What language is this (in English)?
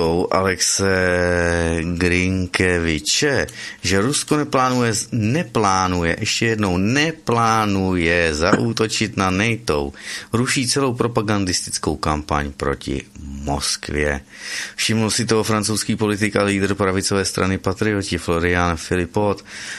Czech